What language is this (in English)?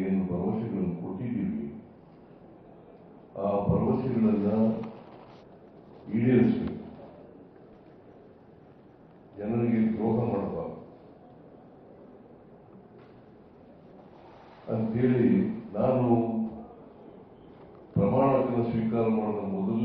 Kannada